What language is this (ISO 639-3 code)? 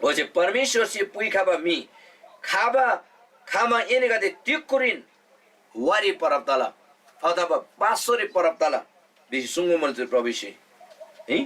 taj